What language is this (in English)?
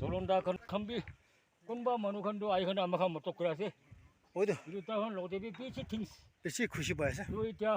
Naga Pidgin